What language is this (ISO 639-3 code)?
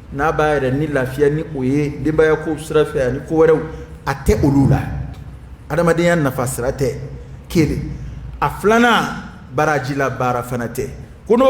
dyu